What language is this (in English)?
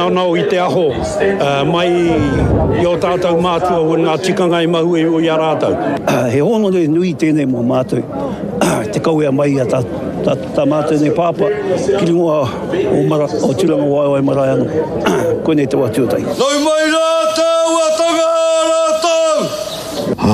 Māori